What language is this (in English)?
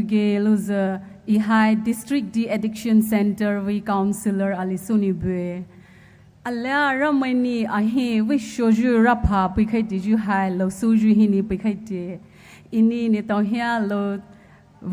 Poumei Naga